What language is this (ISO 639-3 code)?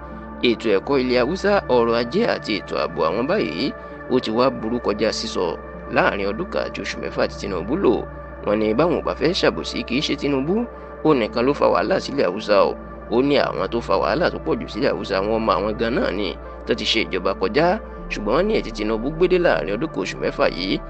yor